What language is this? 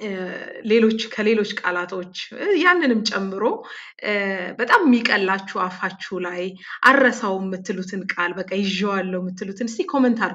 Amharic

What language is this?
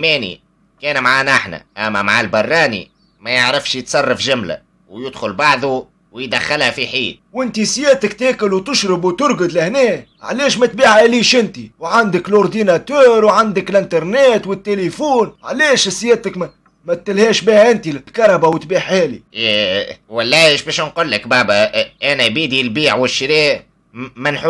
Tunisian Arabic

